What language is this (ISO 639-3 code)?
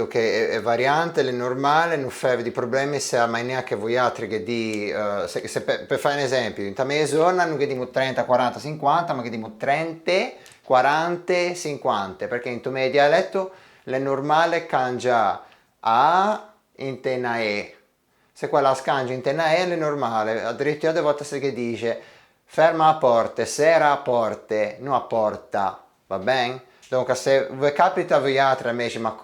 lij